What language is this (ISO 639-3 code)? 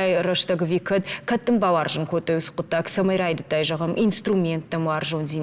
oss